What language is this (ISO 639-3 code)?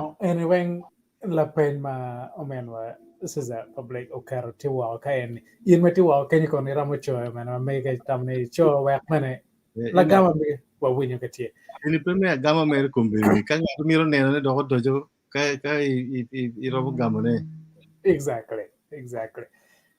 ach